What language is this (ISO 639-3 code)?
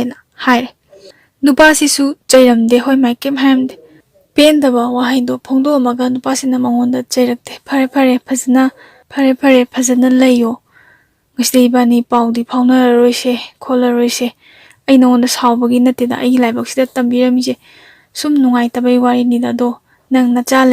mni